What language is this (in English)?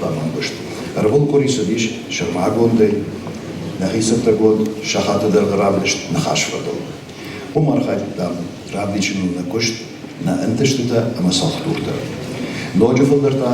Ossetic